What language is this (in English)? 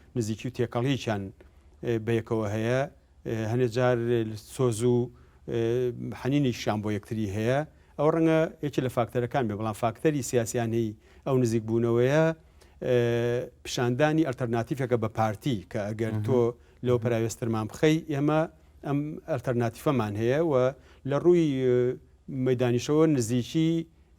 Central Kurdish